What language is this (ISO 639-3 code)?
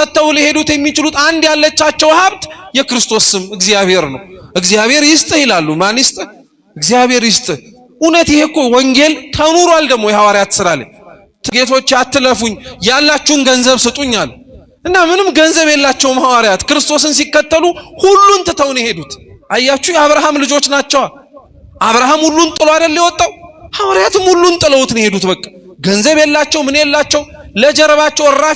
amh